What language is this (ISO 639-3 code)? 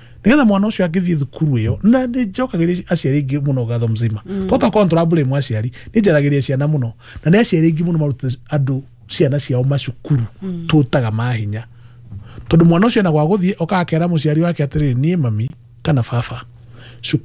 kik